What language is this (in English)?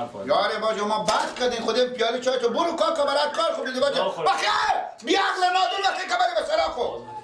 Persian